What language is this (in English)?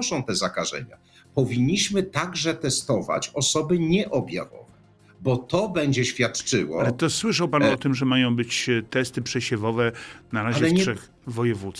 Polish